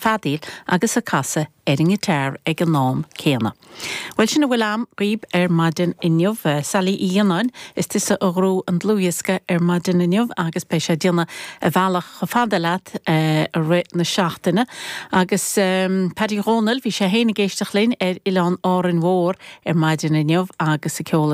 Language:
Irish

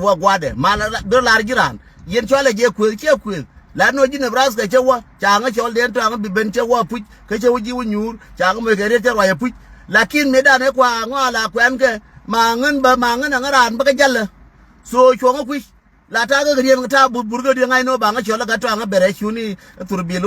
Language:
Nuer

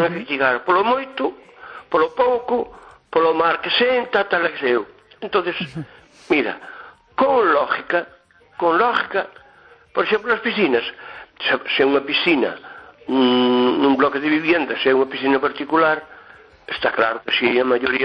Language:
Galician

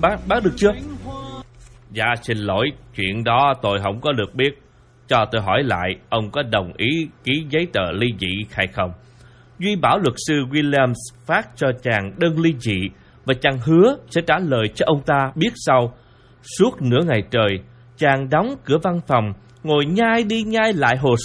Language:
Vietnamese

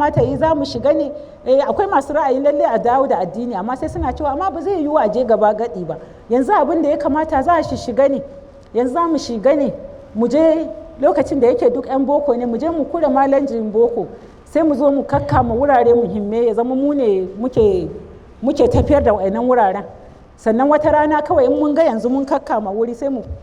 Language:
Hausa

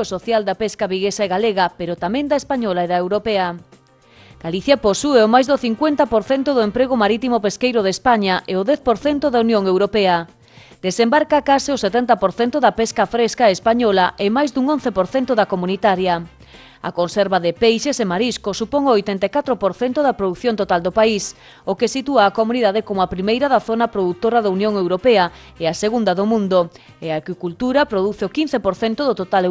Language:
Galician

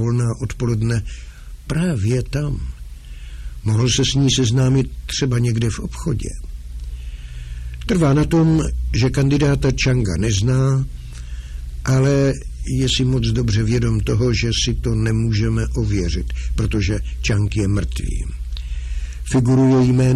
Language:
Czech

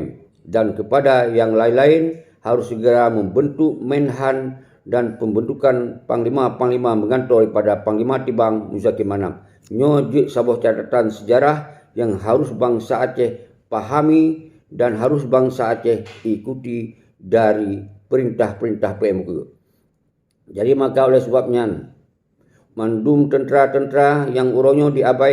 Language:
Achinese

